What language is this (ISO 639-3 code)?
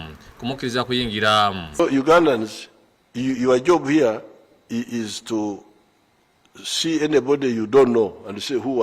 lug